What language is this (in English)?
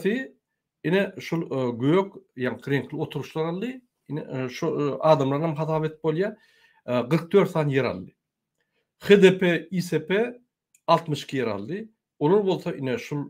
Turkmen